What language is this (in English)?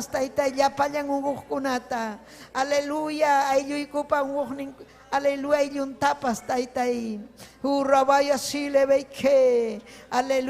Ayacucho Quechua